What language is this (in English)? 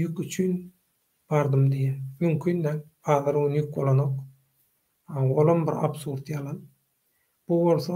Turkmen